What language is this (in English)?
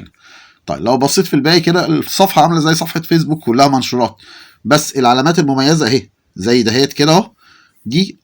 Egyptian Arabic